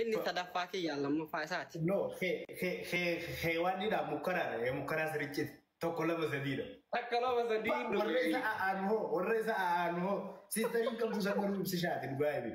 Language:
Oromo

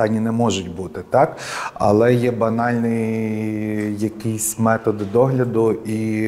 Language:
Ukrainian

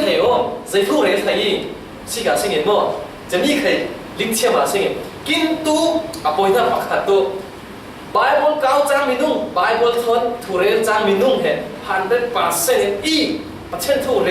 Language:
Falam Chin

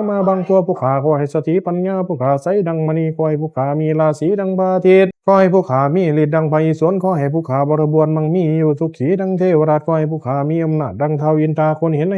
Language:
Pali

